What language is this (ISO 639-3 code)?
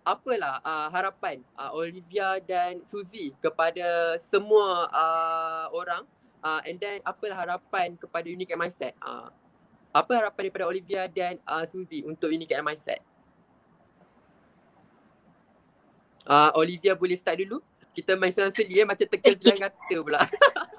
msa